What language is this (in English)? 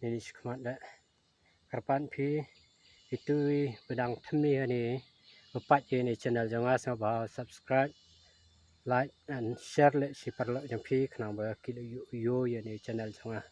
Karbi